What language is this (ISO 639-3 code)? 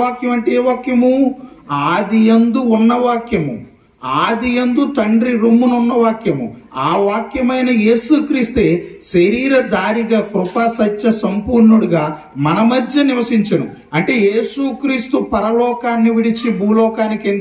tel